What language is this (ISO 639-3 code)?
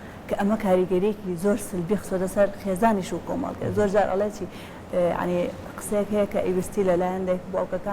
ckb